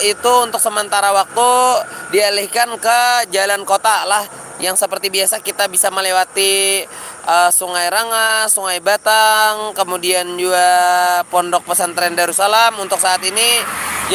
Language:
Banjar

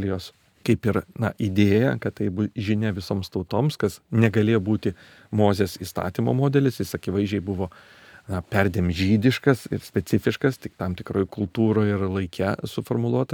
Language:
Lithuanian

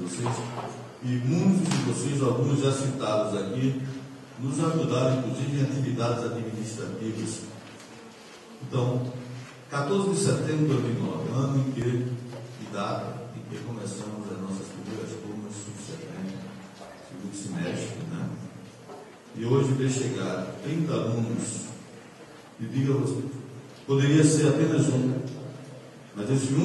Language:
Portuguese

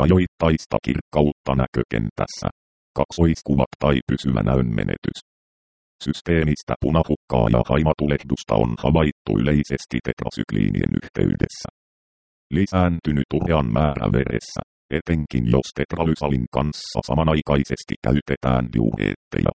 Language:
Finnish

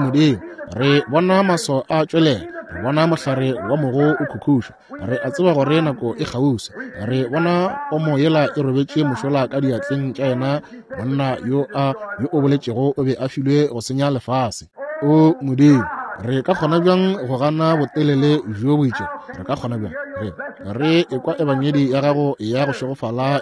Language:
Northern Sotho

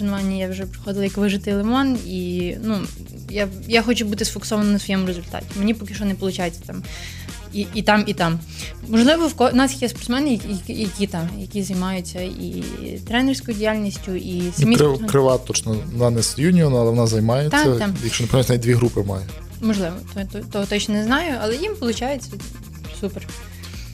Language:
Ukrainian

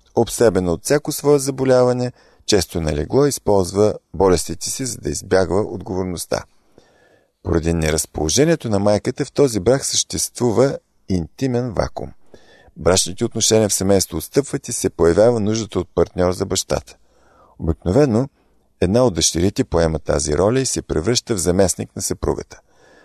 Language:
Bulgarian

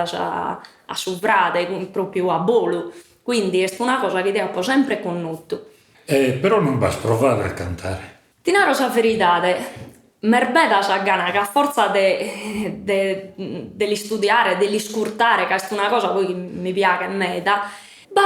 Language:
Sardinian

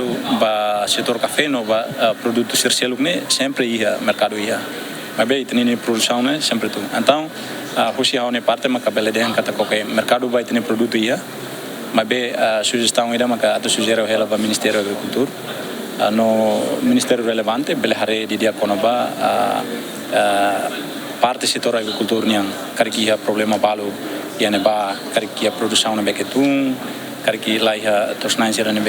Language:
Tetum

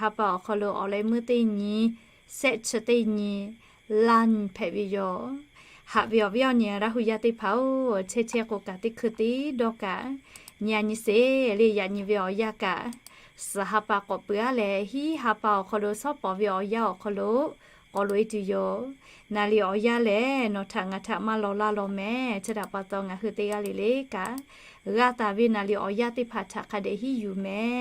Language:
Lahu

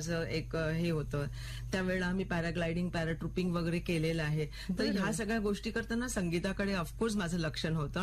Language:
Marathi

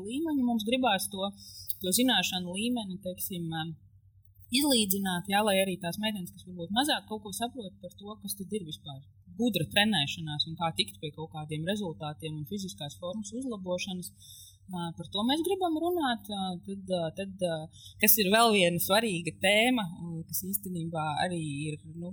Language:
Latvian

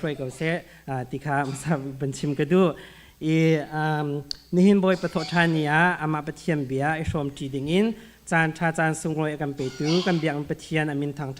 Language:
Hakha Chin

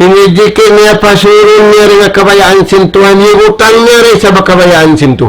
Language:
Tausug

